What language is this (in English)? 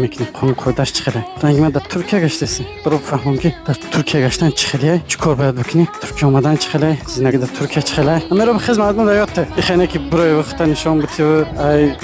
Tajik